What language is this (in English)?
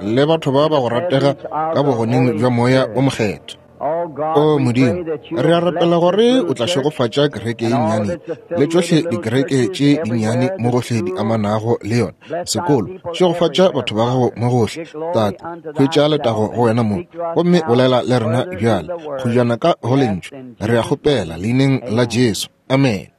Northern Sotho